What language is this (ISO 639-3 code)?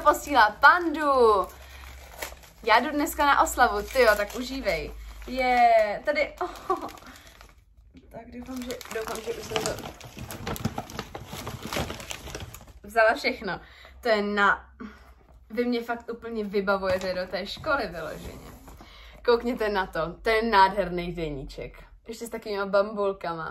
ces